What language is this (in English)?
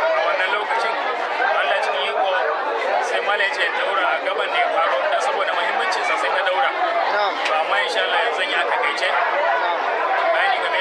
Hausa